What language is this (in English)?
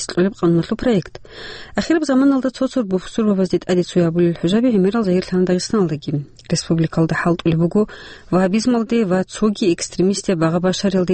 Avaric